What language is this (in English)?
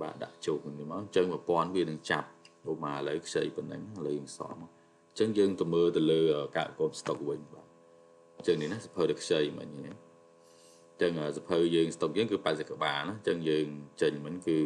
Khmer